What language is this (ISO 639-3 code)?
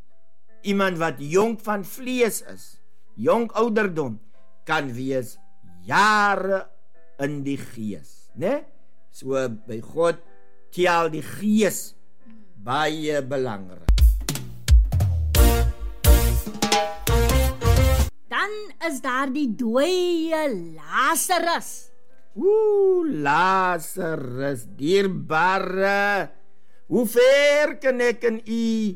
afr